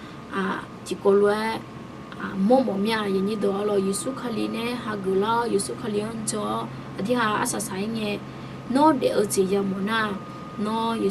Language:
Akha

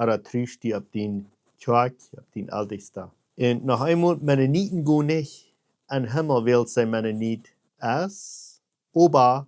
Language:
Plautdietsch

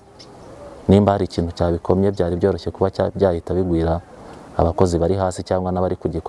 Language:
Kinyarwanda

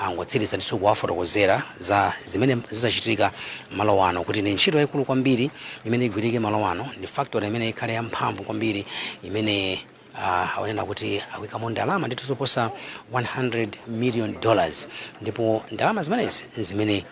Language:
Nyanja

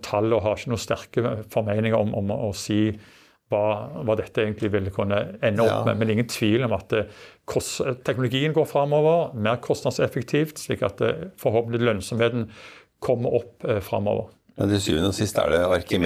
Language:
Norwegian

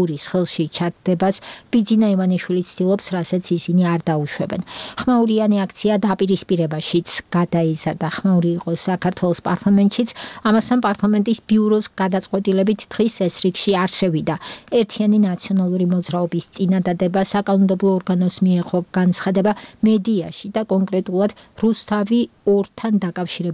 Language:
Georgian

